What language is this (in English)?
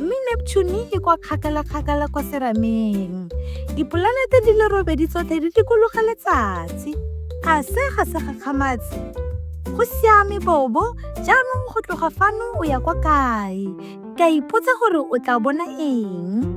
Tswana